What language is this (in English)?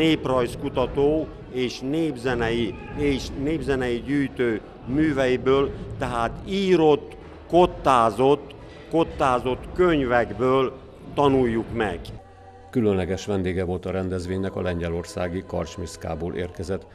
Hungarian